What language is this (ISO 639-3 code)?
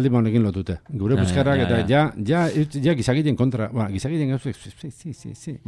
eus